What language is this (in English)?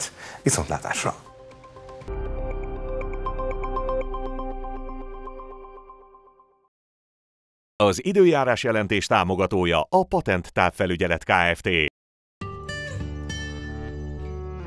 Hungarian